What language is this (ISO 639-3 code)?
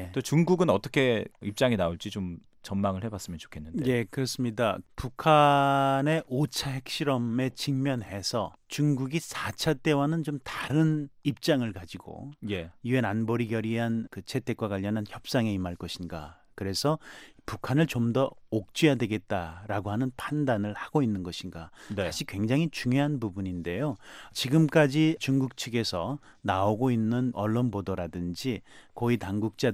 kor